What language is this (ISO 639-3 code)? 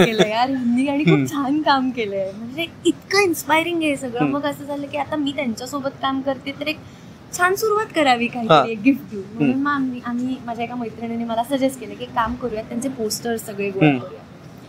mar